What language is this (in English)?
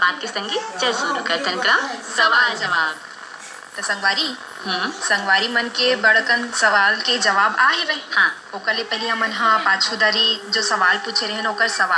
Chhattisgarhi